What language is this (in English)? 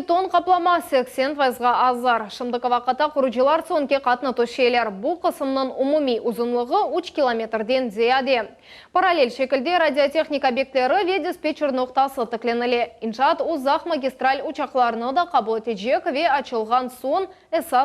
Crimean Tatar